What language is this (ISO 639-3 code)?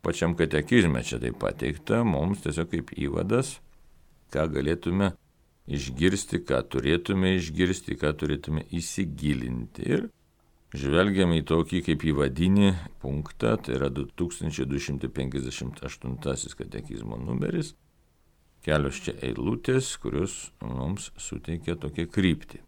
lit